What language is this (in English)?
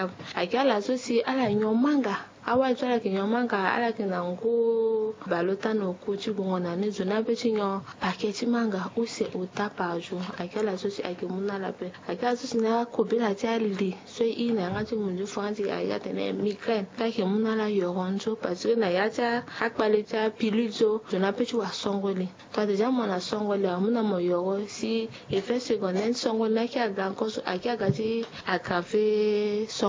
Sango